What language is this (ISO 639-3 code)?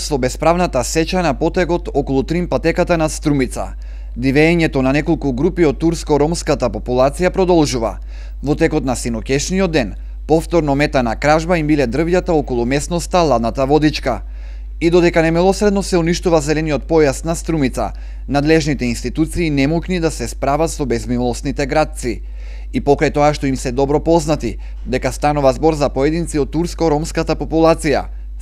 mkd